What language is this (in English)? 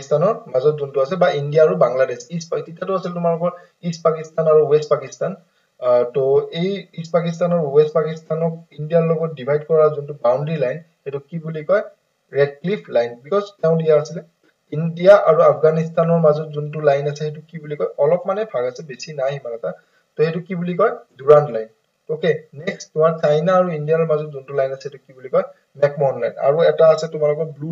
Assamese